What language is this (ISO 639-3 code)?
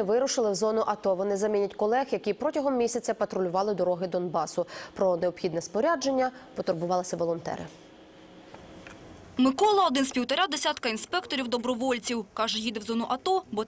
ukr